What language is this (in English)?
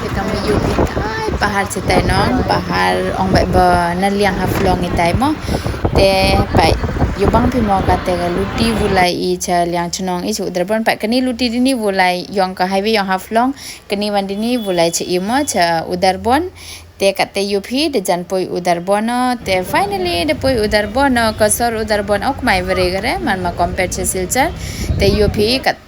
Pnar